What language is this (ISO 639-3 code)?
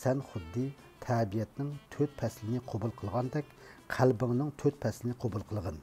uig